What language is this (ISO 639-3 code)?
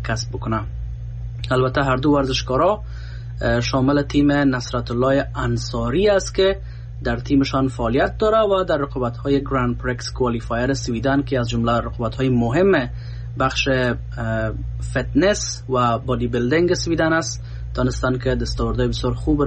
fas